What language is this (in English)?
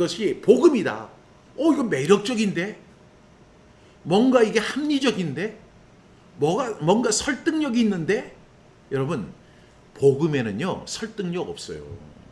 Korean